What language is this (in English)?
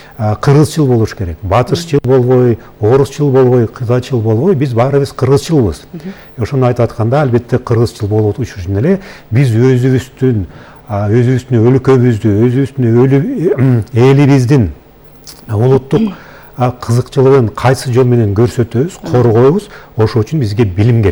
Kyrgyz